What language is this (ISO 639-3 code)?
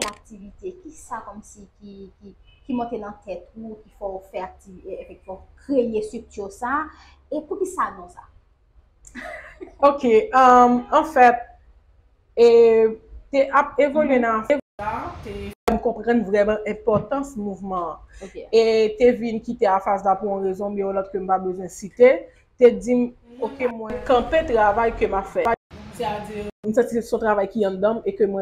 hat